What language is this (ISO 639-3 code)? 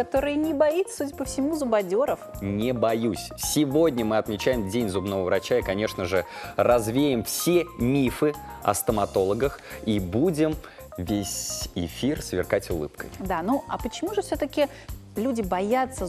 rus